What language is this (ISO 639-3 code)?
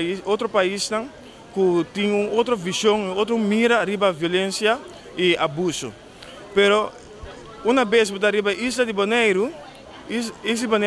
pap